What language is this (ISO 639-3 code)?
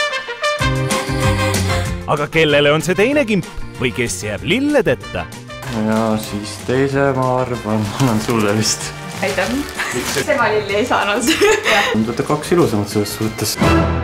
est